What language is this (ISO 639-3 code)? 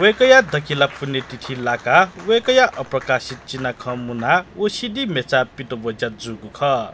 new